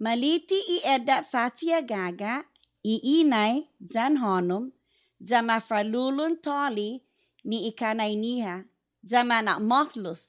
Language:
Chamorro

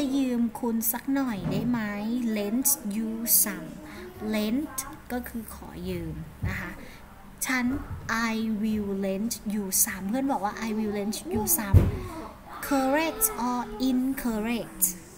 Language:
Thai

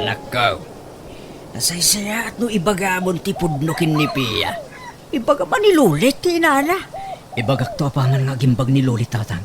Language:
Iloko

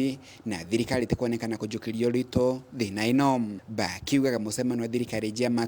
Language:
Meru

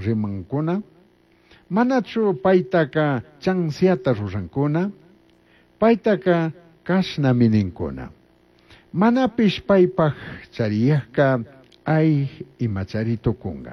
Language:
Chimborazo Highland Quichua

